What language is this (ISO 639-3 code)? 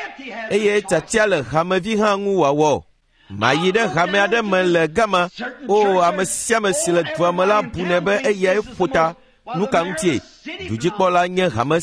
ewe